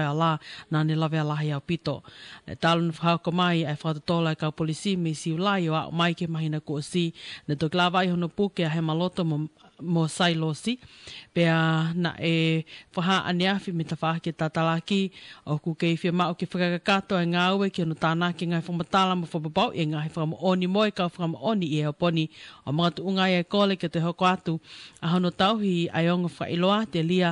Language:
Tongan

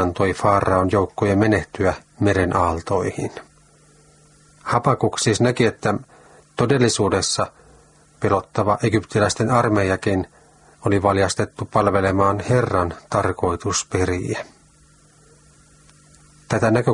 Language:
Finnish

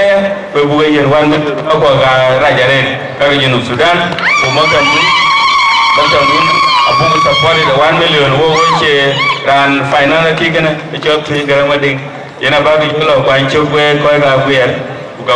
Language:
Dinka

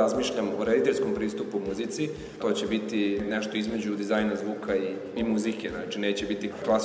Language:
Serbian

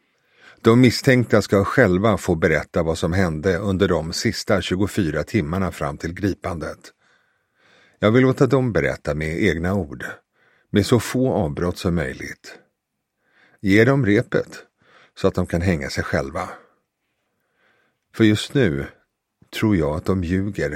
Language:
Swedish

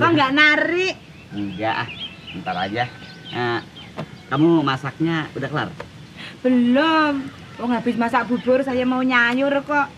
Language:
Betawi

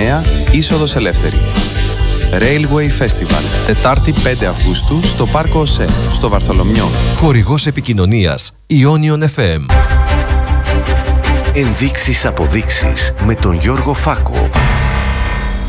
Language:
Greek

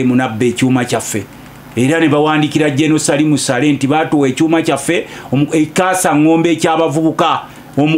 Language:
Ganda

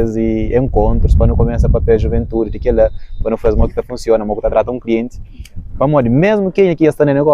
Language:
Kabuverdianu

